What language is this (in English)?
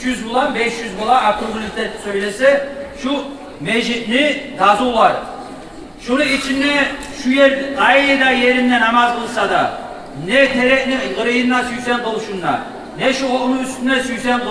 Kumyk